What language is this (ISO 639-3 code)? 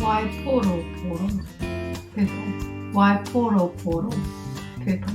mri